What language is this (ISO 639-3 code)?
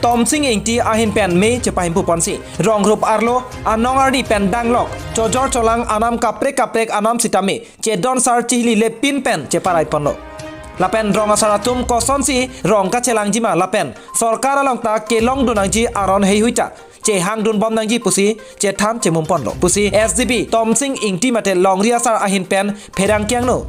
mjw